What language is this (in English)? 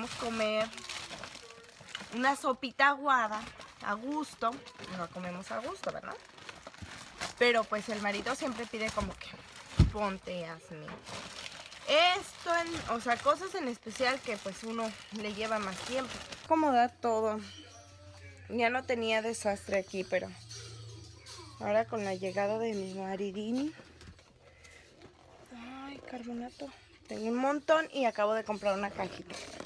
Spanish